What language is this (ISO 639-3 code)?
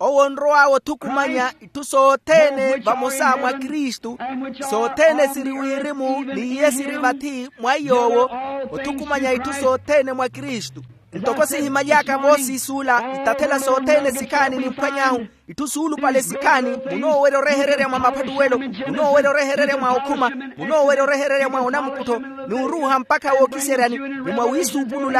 vmw